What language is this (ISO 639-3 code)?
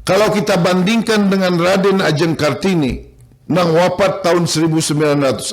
bjn